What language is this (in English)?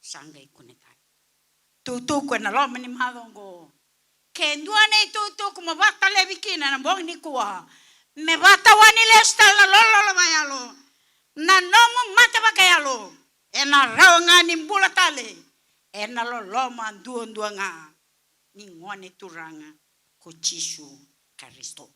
Fijian